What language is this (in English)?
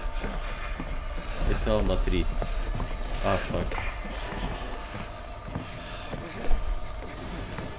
Dutch